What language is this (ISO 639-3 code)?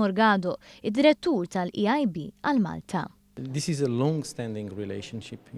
mlt